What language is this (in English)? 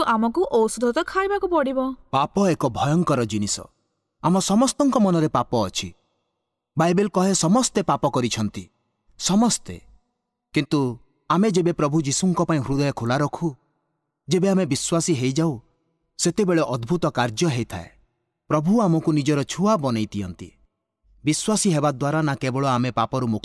Odia